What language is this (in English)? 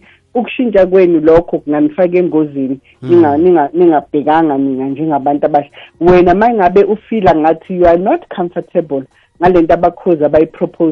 South Ndebele